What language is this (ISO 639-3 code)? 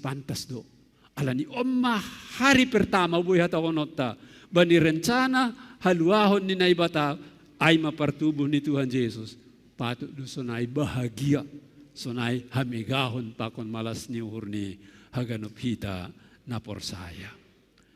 bts